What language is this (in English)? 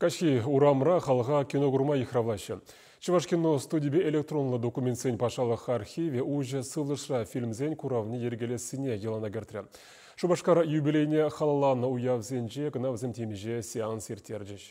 Chuvash